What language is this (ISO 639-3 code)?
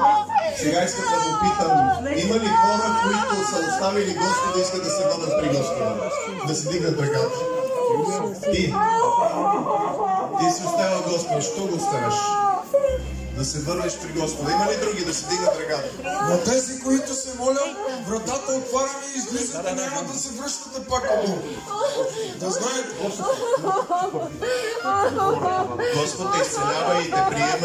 bul